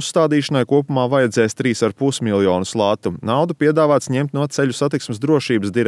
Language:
Latvian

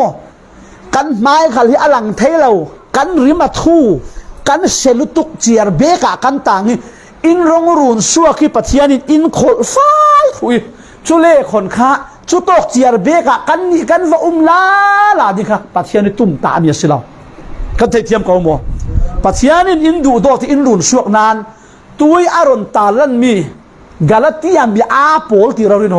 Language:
Falam Chin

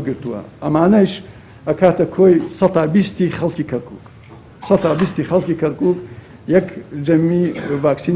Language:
Central Kurdish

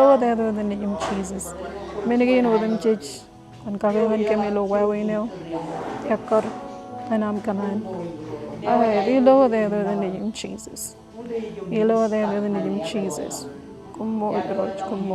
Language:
Marshallese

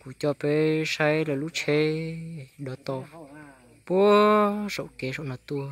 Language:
Hmong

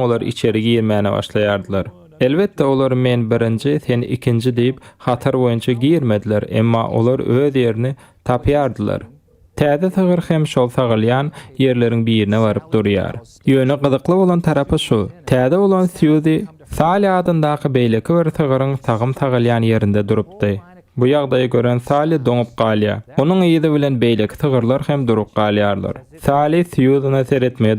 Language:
Turkmen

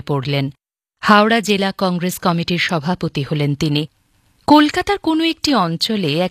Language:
Bangla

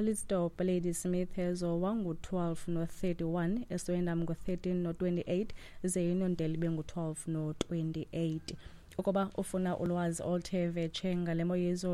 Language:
Xhosa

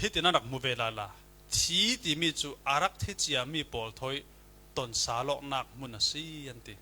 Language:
Falam Chin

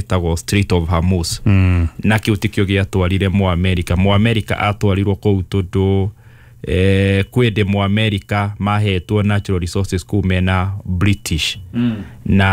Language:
Kikuyu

